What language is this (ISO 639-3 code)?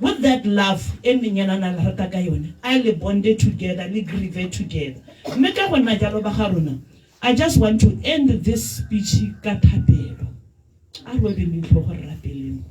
tsn